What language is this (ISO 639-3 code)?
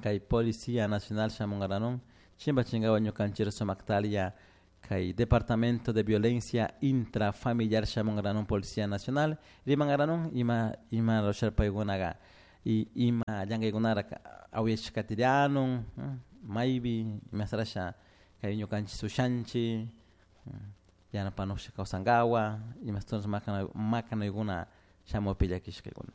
qug